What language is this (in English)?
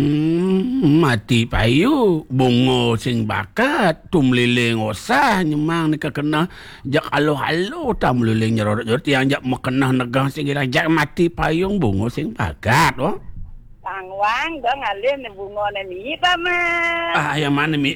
Balinese